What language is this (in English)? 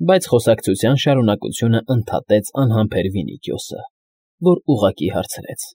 Armenian